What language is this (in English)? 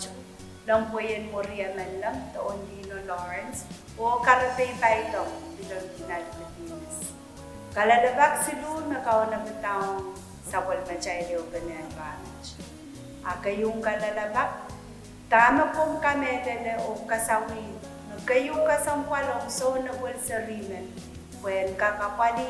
Pohnpeian